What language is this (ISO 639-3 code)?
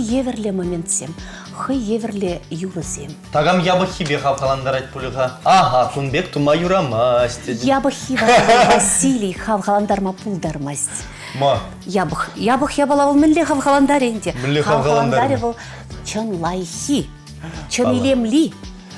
chv